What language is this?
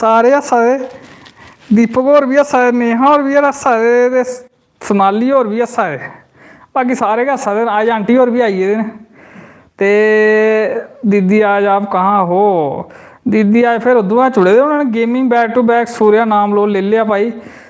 Dogri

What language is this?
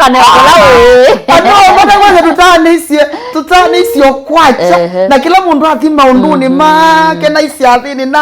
Kamba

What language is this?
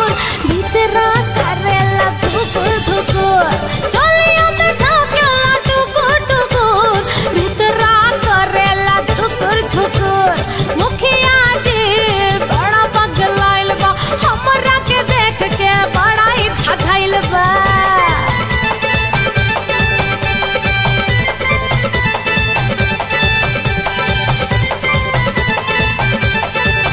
Bhojpuri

